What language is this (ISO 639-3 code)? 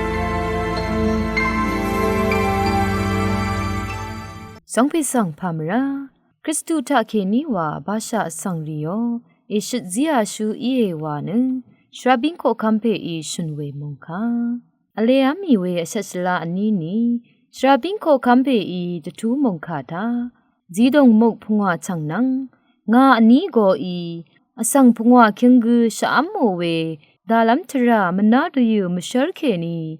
raw